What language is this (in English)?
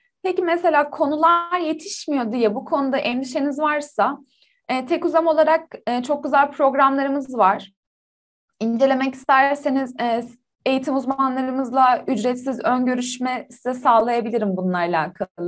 Turkish